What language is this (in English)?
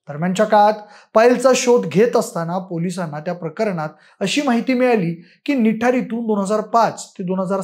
Marathi